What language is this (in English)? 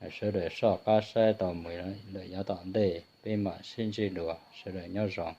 Hmong